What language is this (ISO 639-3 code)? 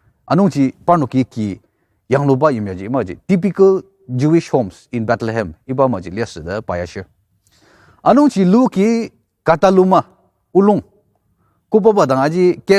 njo